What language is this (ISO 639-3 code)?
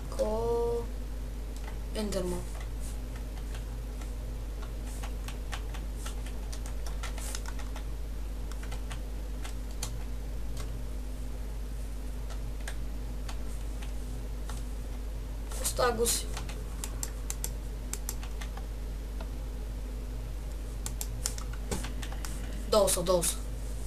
bul